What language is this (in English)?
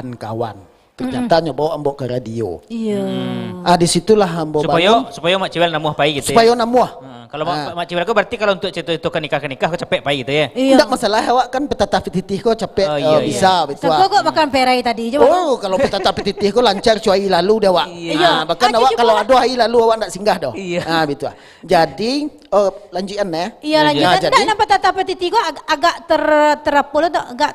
Minangkabau